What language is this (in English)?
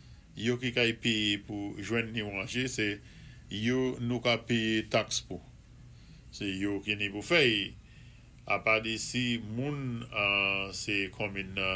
Saint Lucian Creole French